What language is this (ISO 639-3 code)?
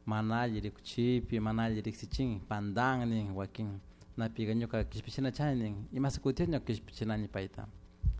qug